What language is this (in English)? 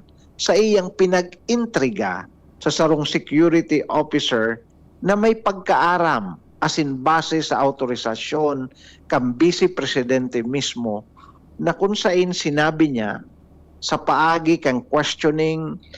Bikol